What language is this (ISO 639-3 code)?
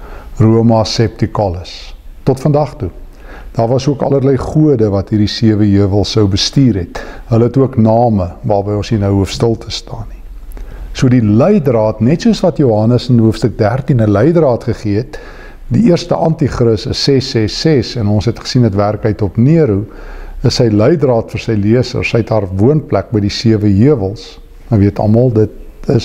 afr